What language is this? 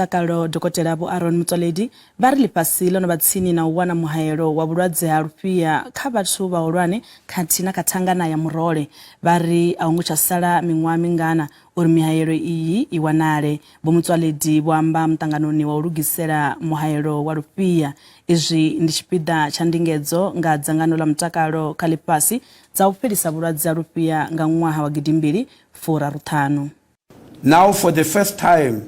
Venda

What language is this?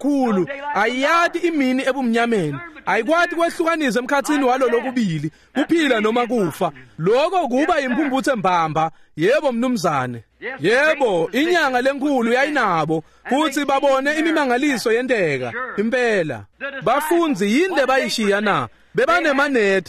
Swati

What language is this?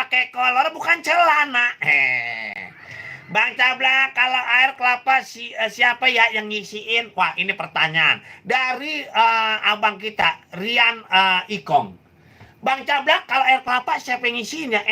Betawi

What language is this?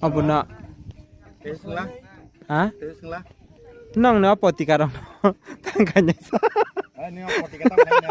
Kok Borok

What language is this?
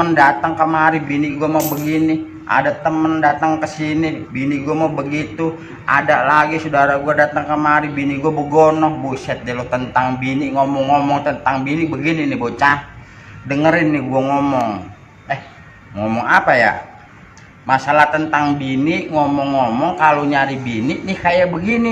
Betawi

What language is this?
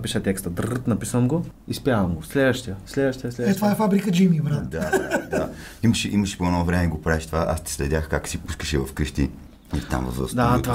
Bulgarian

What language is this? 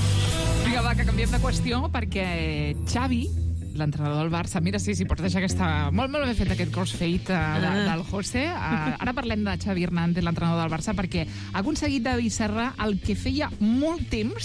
Catalan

